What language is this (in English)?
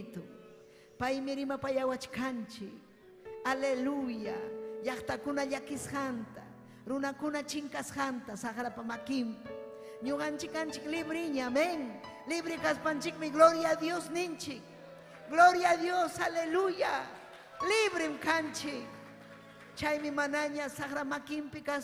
Ayacucho Quechua